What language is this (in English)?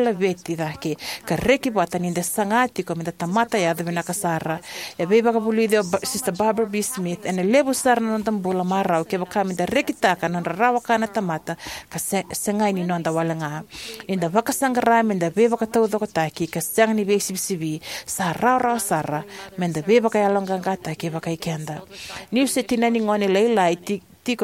Fijian